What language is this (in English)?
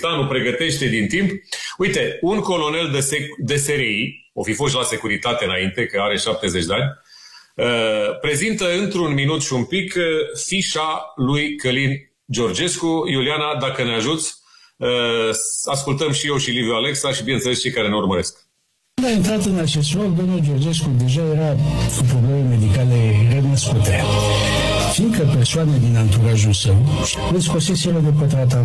Romanian